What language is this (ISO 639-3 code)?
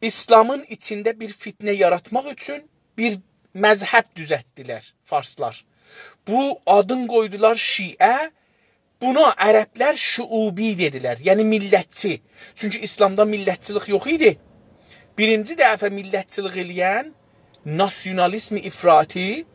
azb